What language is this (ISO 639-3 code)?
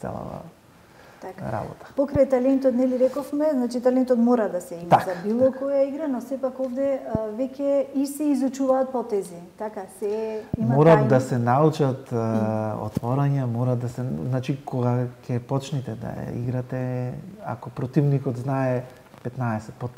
mkd